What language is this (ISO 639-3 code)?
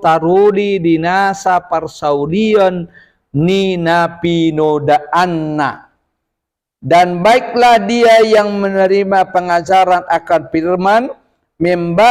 bbc